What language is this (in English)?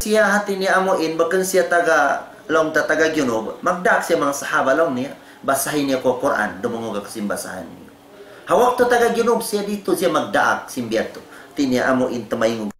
Tausug